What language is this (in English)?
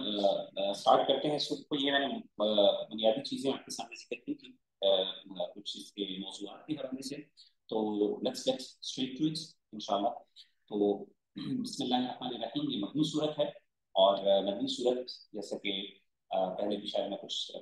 Urdu